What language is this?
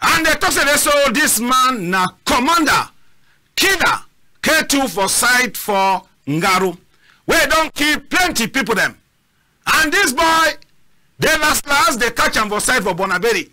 Cameroon Pidgin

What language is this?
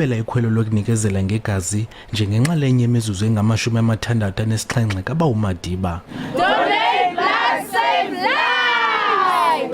Zulu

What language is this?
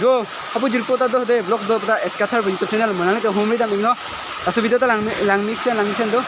Karbi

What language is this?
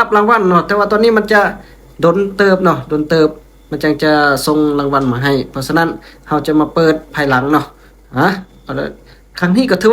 Lao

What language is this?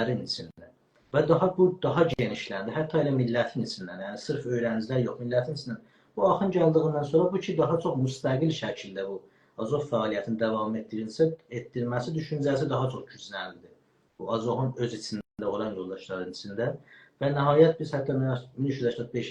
South Azerbaijani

